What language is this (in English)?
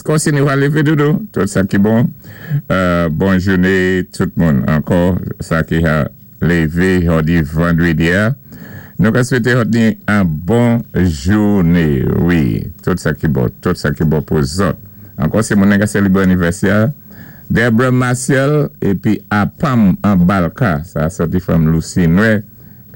Saint Lucian Creole French